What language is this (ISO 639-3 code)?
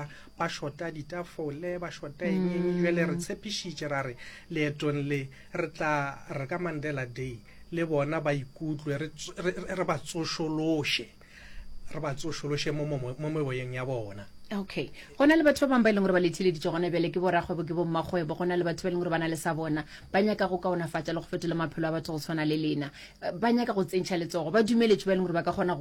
nso